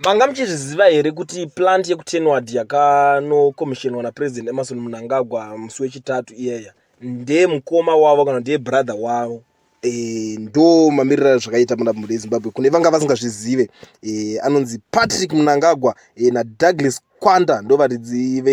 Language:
Shona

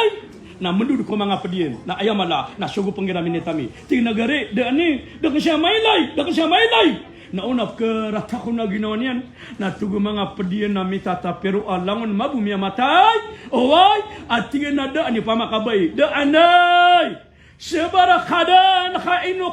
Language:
Maranao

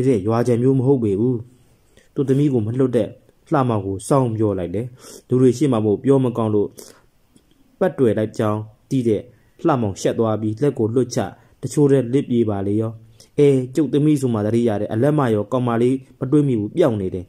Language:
Burmese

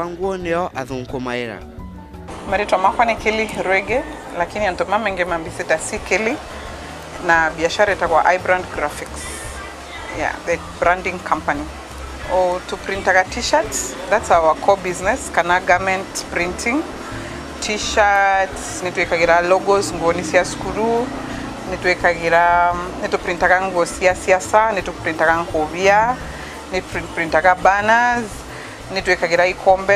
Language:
Meru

